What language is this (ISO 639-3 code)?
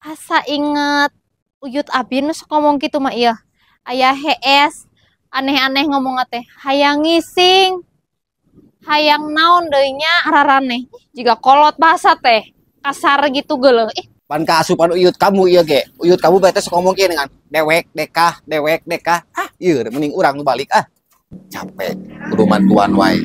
sun